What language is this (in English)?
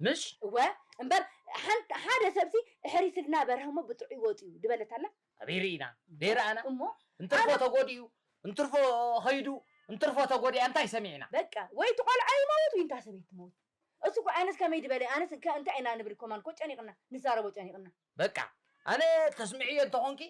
Tigrinya